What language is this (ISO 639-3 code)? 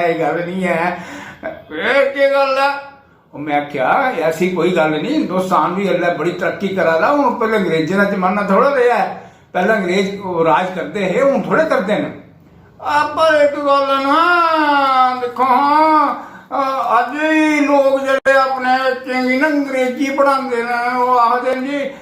doi